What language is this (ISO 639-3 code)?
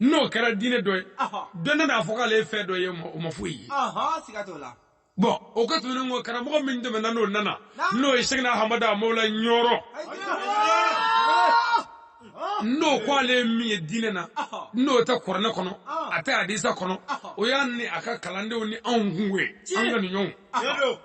bam